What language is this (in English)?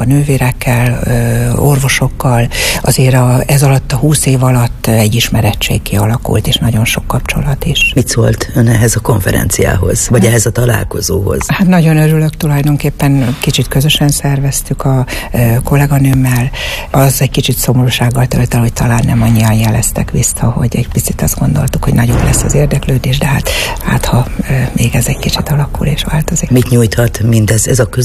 Hungarian